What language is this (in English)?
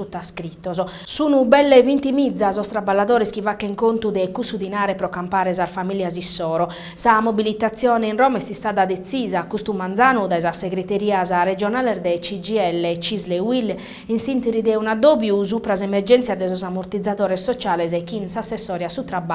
Sardinian